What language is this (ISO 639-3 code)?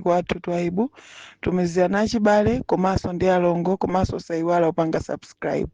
nya